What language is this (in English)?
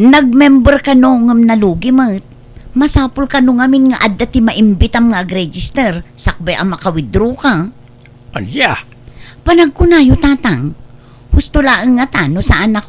Iloko